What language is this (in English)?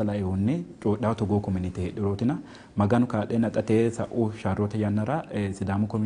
Sidamo